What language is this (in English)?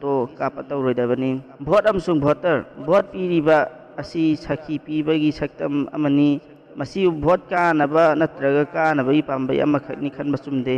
Manipuri